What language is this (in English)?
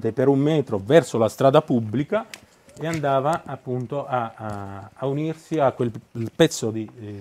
Italian